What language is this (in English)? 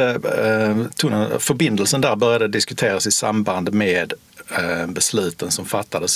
Swedish